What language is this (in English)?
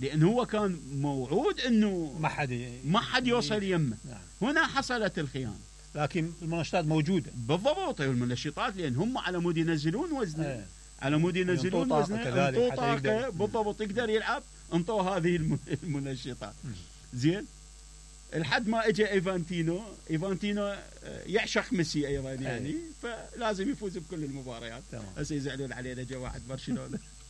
Mesopotamian Arabic